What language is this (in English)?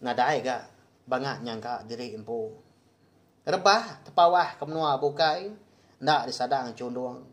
Iban